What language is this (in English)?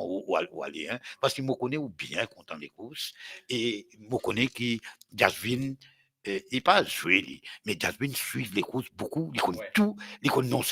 Morisyen